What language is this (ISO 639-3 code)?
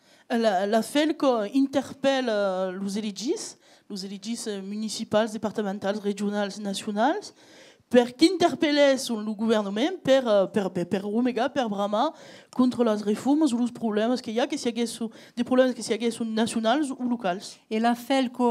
oci